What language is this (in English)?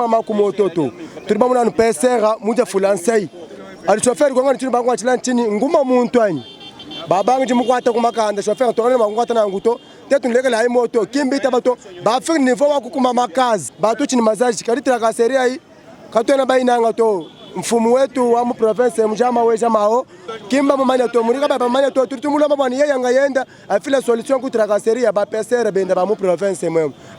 Luba-Lulua